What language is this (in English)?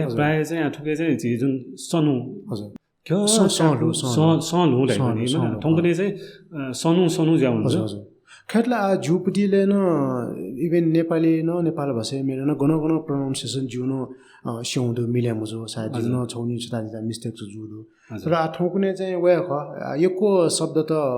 Newari